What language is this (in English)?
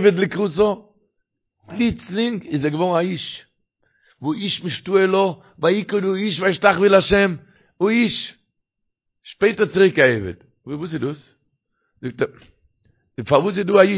Yiddish